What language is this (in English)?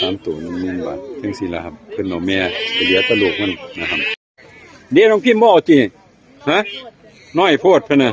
Northeastern Thai